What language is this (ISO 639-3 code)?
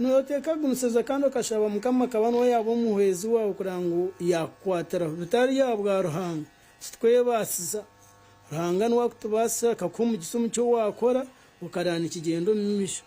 nyn